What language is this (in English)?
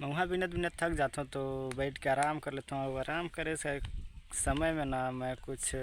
Chhattisgarhi